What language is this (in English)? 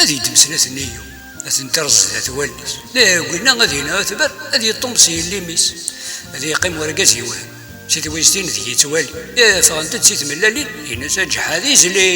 Kabyle